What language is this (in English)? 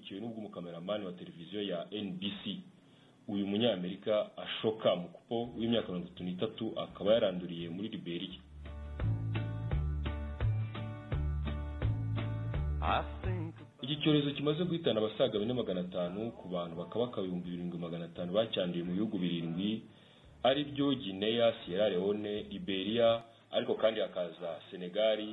Kinyarwanda